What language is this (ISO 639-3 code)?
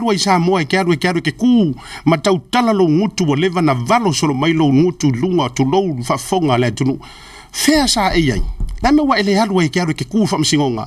smo